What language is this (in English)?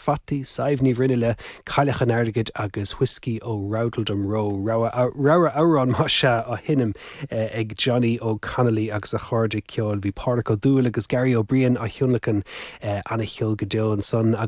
Irish